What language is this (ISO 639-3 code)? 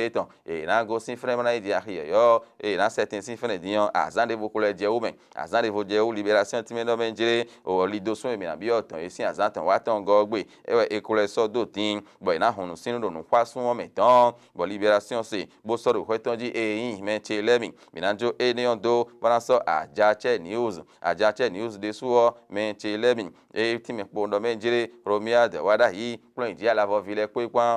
fon